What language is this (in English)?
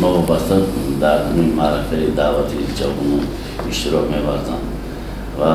Tajik